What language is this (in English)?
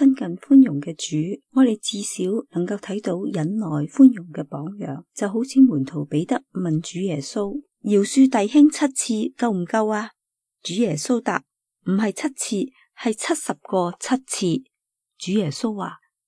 Cantonese